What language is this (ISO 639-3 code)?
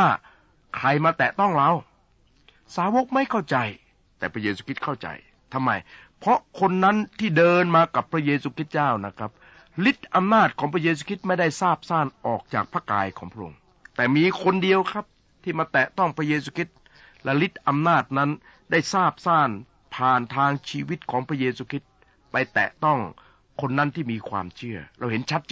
tha